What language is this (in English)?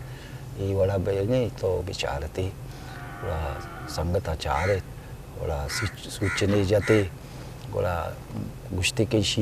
Eastern Balochi